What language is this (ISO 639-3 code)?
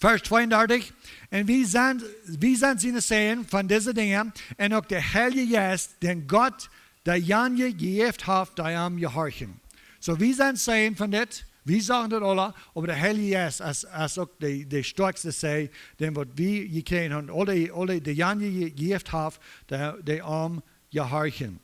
pdt